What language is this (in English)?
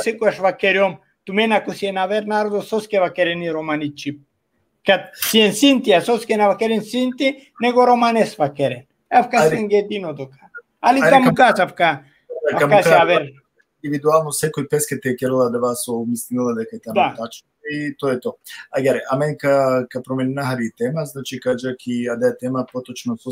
Balkan Romani